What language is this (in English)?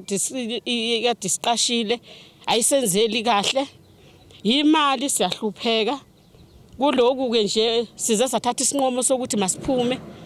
Zulu